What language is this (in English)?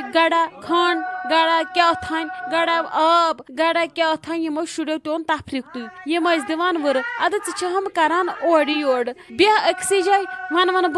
Kashmiri